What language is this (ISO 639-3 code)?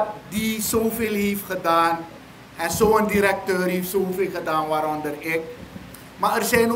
nld